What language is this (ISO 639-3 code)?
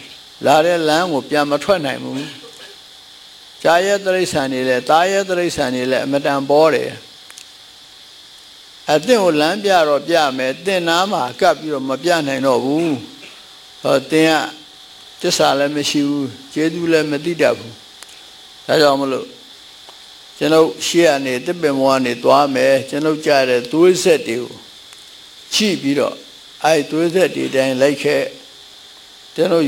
mya